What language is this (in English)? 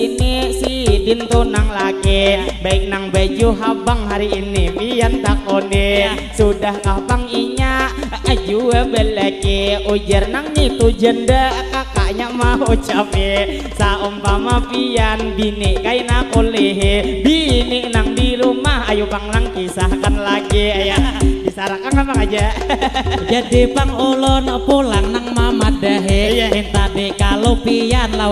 Banjar